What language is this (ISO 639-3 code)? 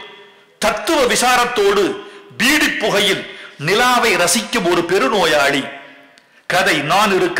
tam